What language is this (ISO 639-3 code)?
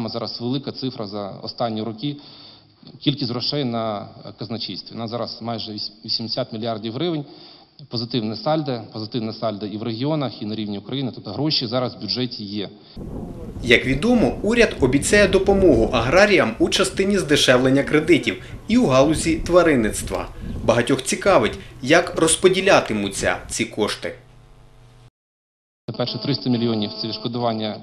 ukr